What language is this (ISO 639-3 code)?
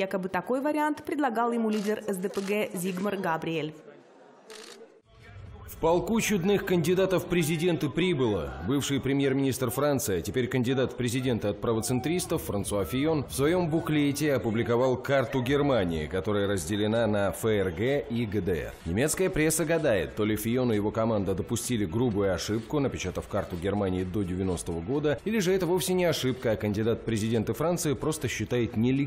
rus